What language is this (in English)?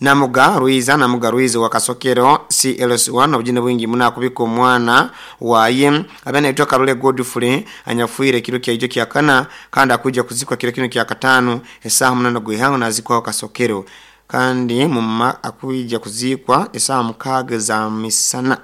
Nyoro